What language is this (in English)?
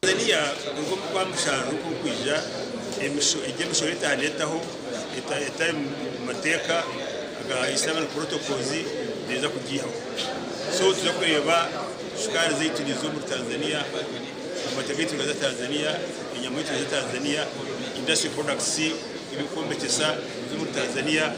Nyankole